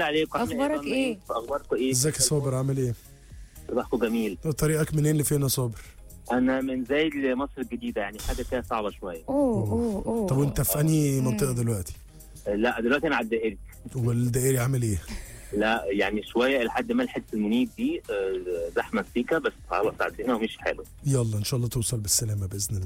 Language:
Egyptian Arabic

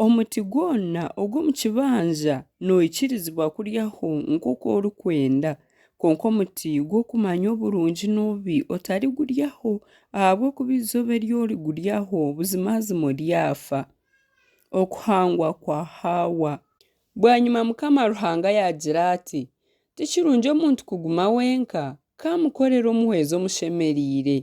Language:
Nyankole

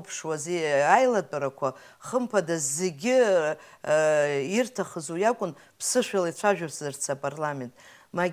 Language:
Abkhazian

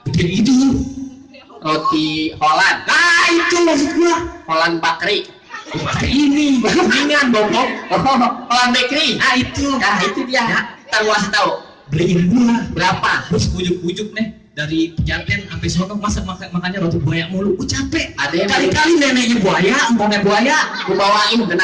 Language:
Betawi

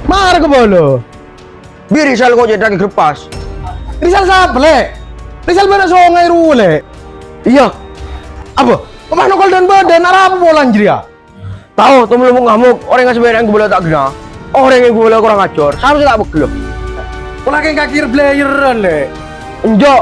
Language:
Madurese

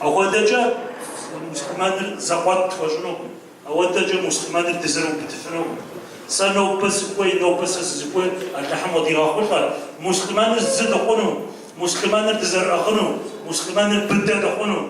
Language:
Kabardian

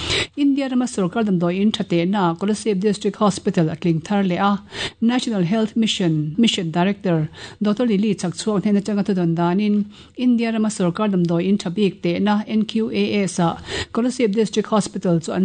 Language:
Mizo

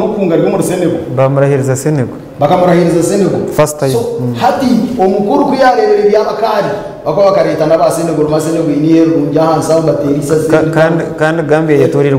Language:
Nyankole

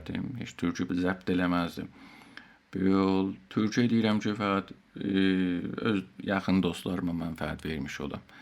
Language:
South Azerbaijani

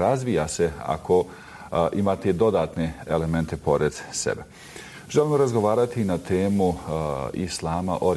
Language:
Bosnian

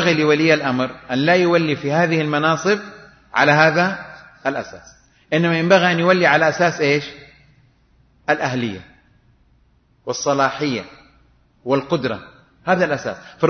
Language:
Arabic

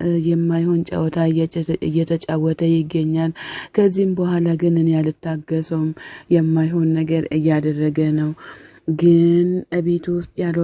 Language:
Amharic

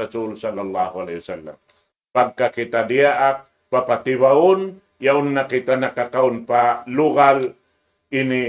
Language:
Tausug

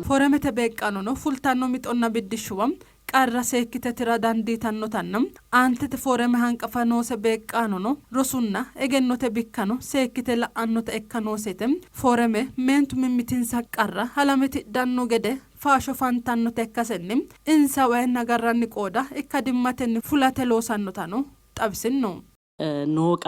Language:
Sidamo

